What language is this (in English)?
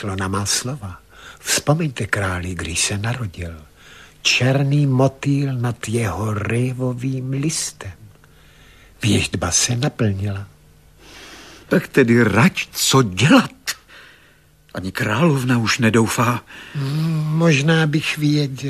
Czech